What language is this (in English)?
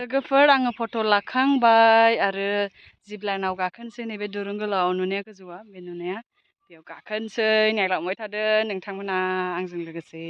Bodo